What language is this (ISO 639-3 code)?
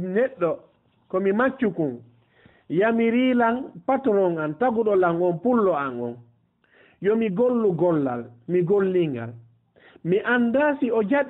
ful